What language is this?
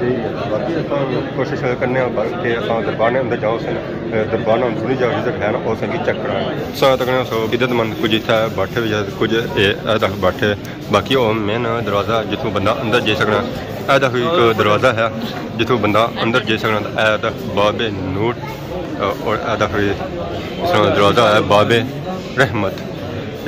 Pahari-Potwari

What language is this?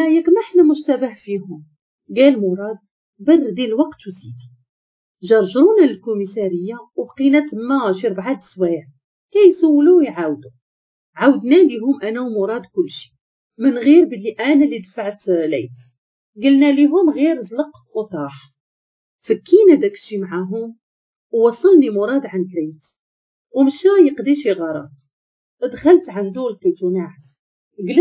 Moroccan Arabic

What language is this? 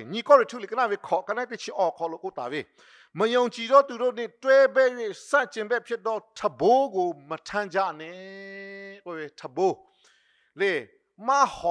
Lahu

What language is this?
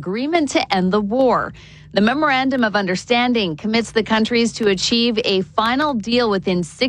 English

